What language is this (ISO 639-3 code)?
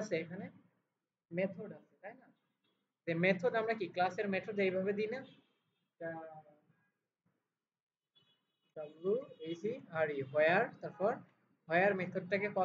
ben